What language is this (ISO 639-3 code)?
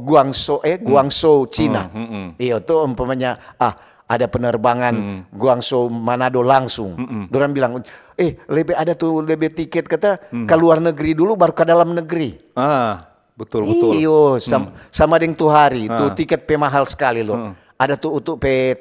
xmm